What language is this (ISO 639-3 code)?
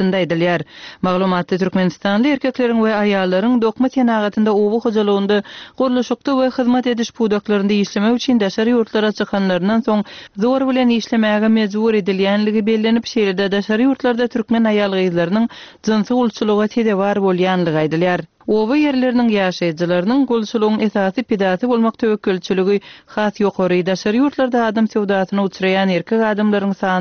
tuk